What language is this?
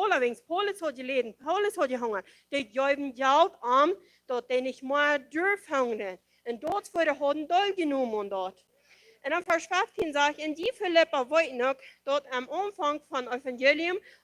Plautdietsch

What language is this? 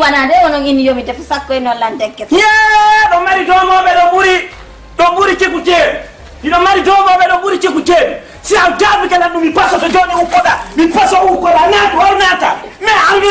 Fula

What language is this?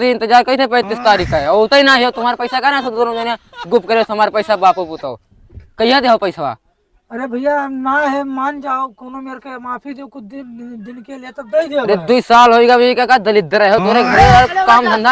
Awadhi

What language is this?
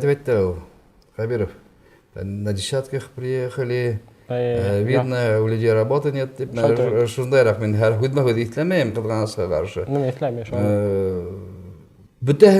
Bashkir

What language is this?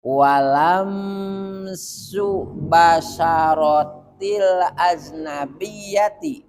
Sundanese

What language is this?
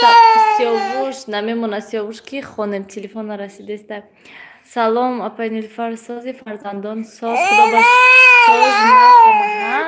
Tajik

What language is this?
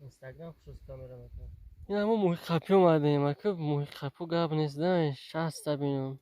Tajik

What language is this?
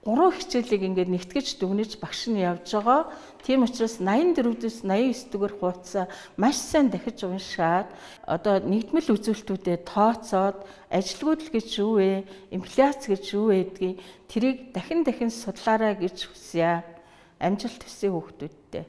Mongolian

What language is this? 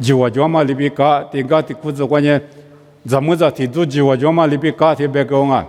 Lisu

